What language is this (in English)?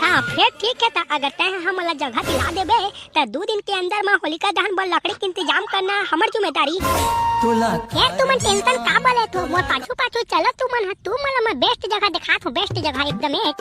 Chhattisgarhi